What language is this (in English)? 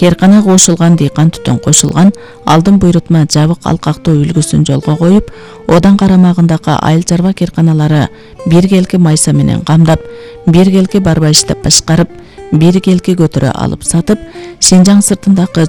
Kyrgyz